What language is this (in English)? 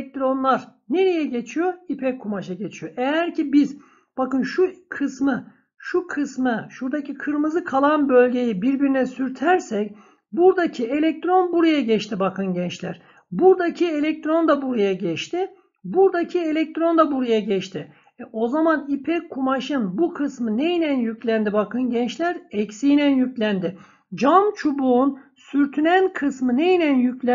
Turkish